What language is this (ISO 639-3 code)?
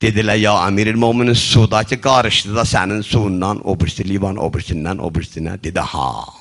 azb